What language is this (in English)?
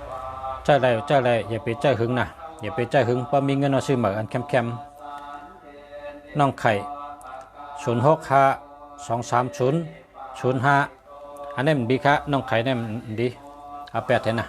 Shan